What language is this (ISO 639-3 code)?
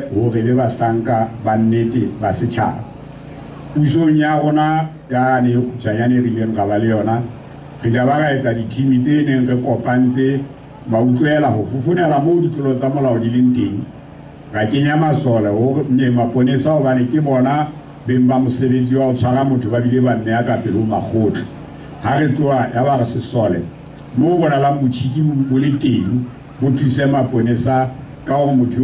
sot